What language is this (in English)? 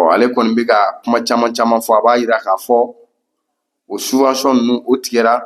Bambara